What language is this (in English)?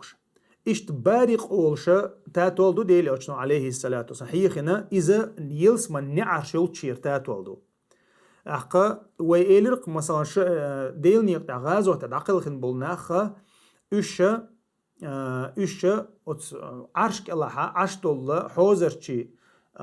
Chechen